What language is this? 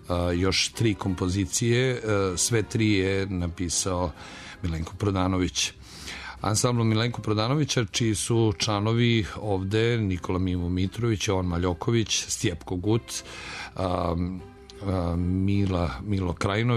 Serbian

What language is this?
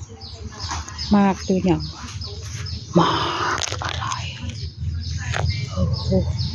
Northeastern Thai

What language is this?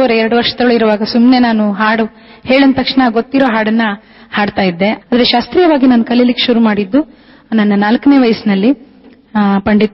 Kannada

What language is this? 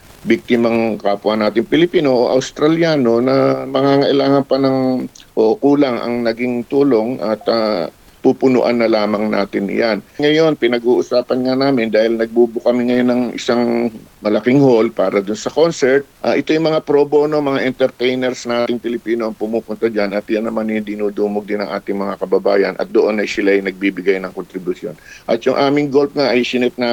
Filipino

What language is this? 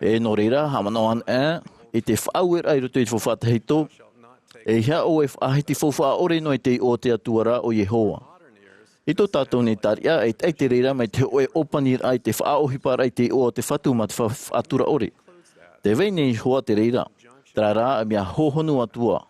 Tahitian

